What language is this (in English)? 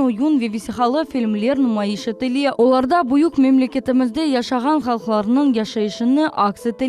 Crimean Tatar